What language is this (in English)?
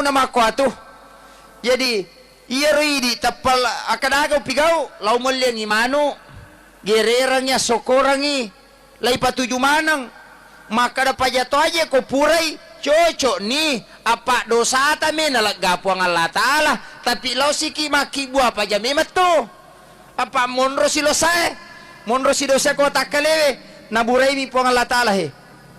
Buginese